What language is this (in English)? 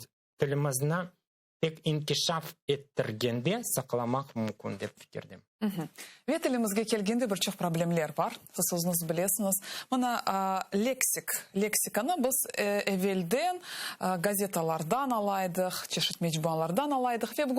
Crimean Tatar